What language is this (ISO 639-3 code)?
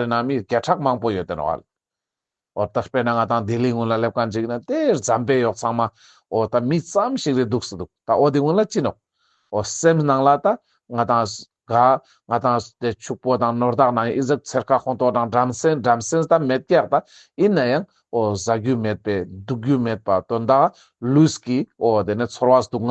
lbj